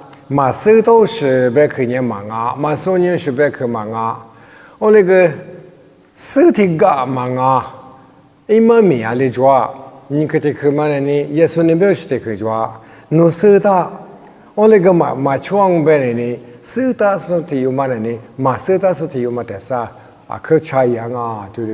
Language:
Lisu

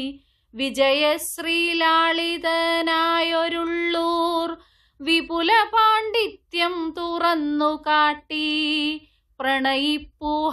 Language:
Malayalam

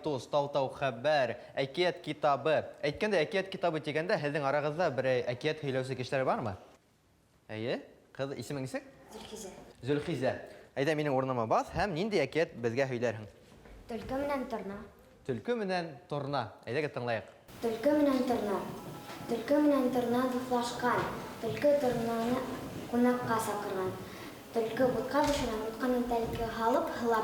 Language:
Bashkir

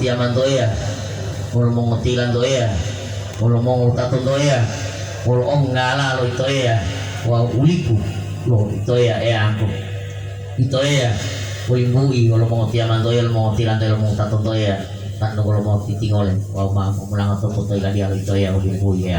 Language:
Gorontalo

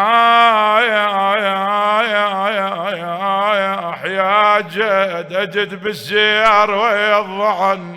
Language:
Mesopotamian Arabic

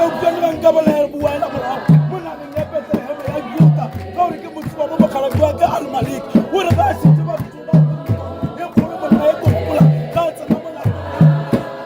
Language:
Northern Sotho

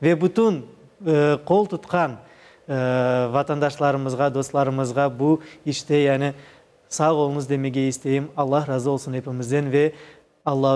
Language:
Crimean Tatar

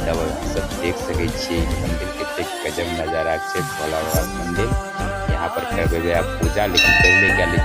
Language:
Maithili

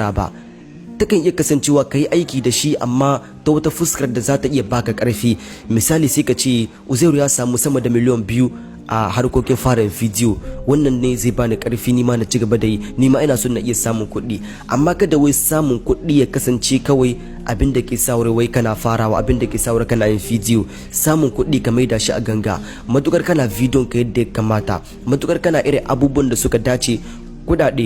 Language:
Hausa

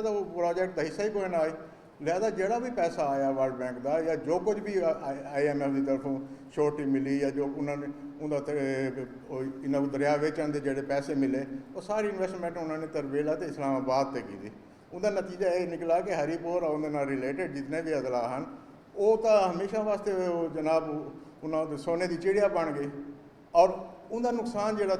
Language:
Saraiki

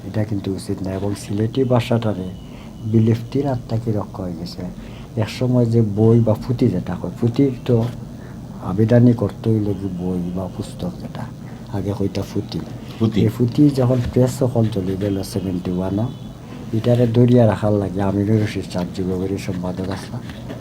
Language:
Sylheti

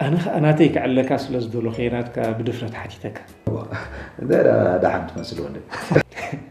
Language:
Tigrinya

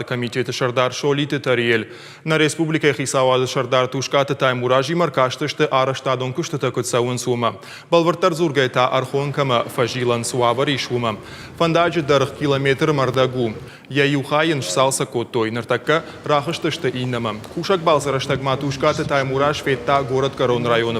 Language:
Ossetic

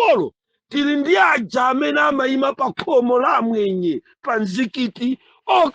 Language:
Nyanja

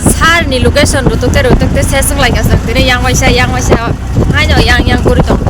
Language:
Kok Borok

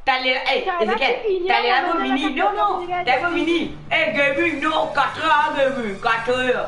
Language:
Morisyen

